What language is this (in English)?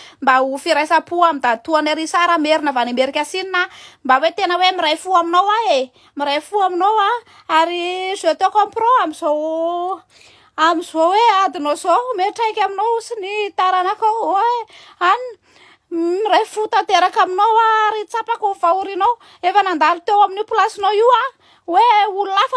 Malagasy